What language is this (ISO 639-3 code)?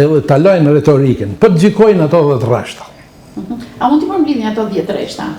sqi